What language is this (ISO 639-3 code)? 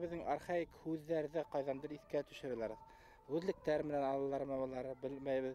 bak